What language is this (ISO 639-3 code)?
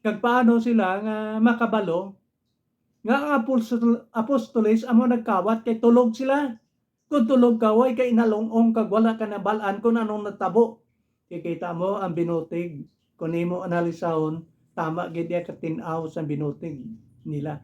hil